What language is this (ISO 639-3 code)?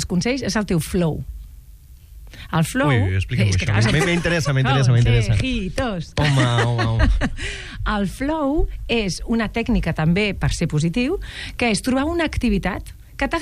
cat